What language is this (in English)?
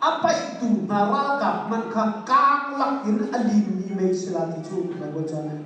Hakha Chin